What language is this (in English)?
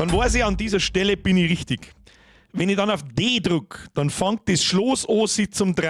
Bavarian